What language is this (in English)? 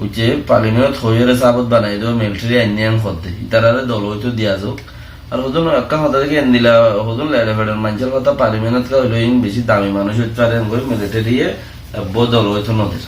Rohingya